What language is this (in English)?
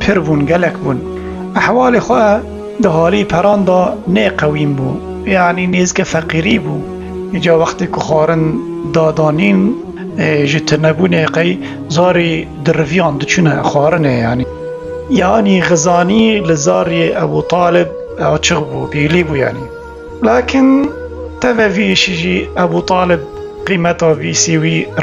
Kurdish